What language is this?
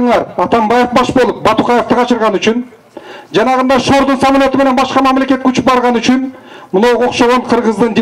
Kyrgyz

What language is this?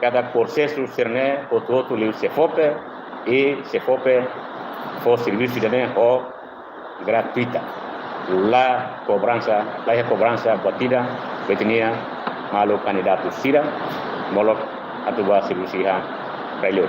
Tetum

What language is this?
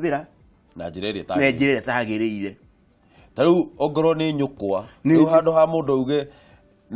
Kikuyu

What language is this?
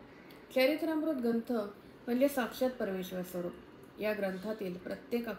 Marathi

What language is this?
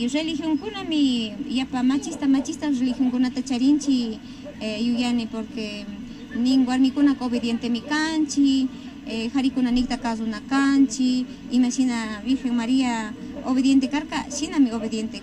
Imbabura Highland Quichua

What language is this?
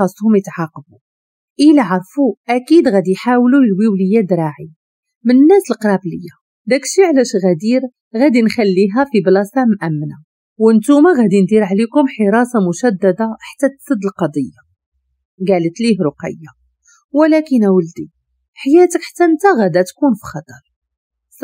Moroccan Arabic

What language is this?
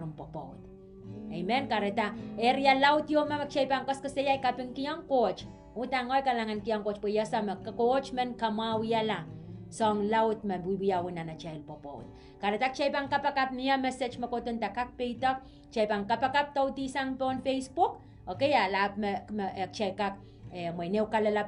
Pohnpeian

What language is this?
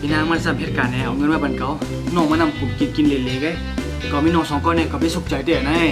Shan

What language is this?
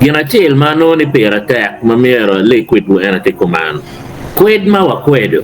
Acoli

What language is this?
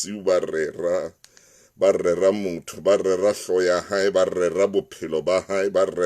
Southern Sotho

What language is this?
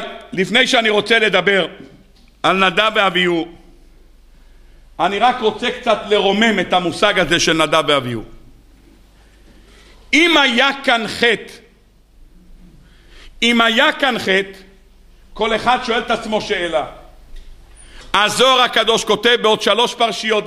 Hebrew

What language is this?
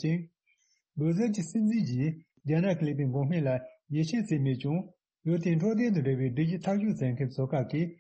Tibetan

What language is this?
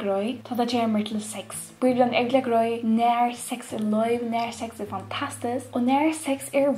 Faroese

